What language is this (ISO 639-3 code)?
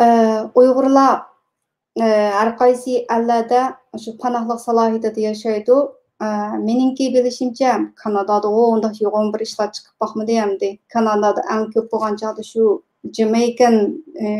uig